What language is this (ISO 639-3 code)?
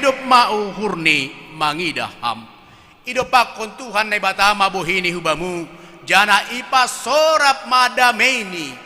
bts